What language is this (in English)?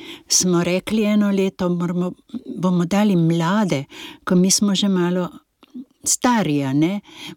Slovenian